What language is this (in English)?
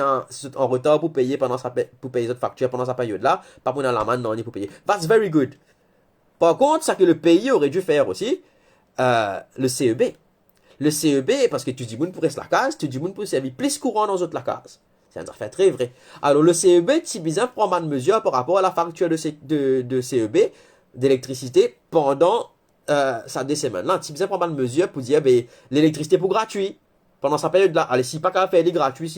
Morisyen